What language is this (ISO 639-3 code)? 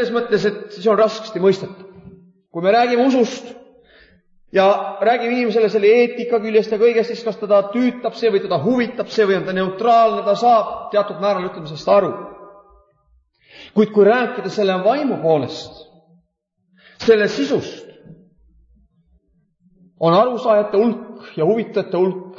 est